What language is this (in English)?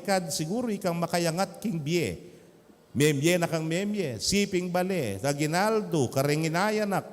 Pampanga